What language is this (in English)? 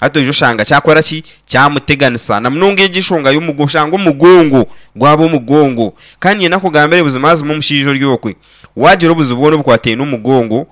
Nyankole